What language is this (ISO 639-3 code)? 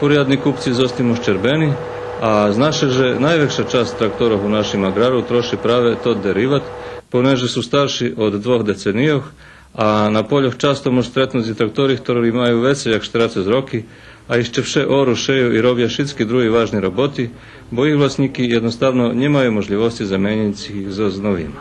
rue